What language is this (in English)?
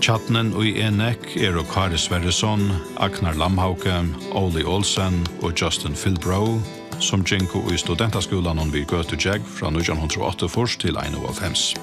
Faroese